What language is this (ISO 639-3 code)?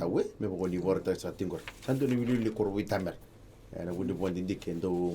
fij